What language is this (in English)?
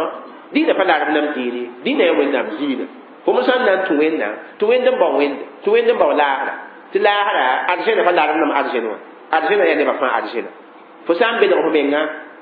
Mossi